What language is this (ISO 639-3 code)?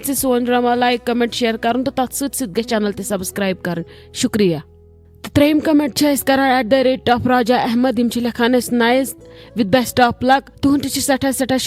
kas